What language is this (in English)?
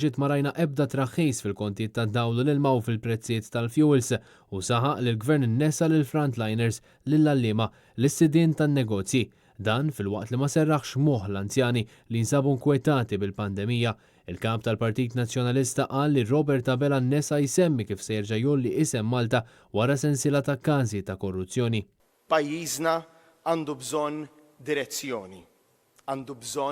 Maltese